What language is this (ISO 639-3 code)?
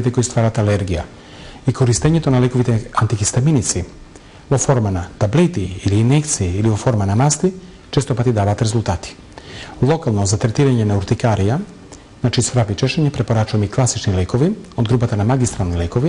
mkd